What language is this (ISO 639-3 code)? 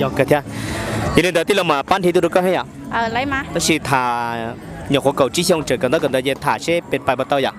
hmn